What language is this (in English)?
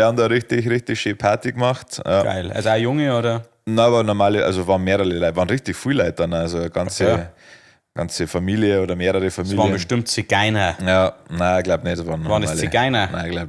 Bavarian